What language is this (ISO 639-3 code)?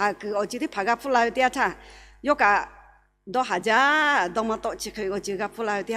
lhu